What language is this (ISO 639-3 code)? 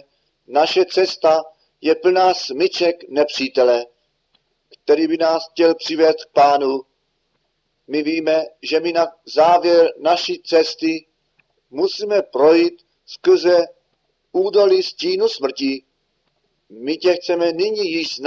ces